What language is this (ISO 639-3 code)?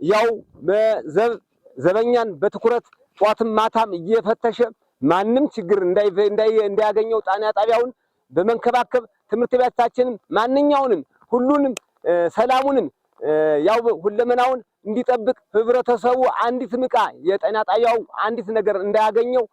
amh